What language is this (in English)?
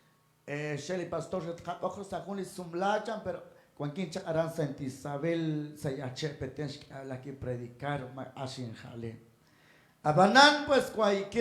Kekchí